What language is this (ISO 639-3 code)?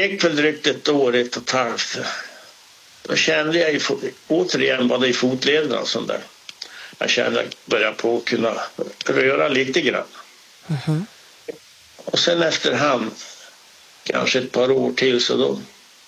swe